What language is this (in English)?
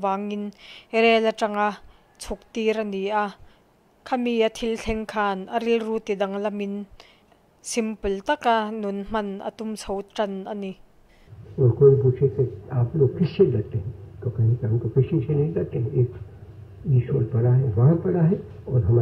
Mizo